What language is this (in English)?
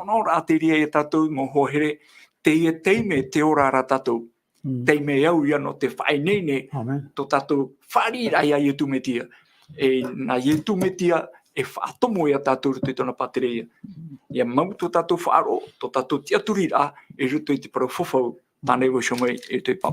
Tahitian